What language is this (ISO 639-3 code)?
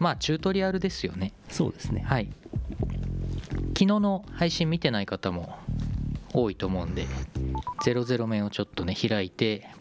jpn